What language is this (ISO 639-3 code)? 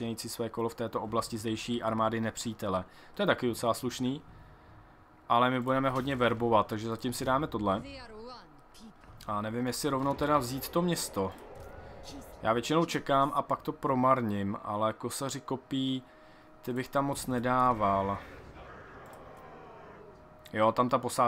ces